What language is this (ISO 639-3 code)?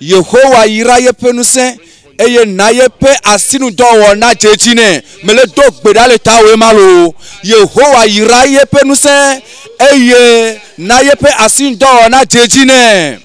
ewe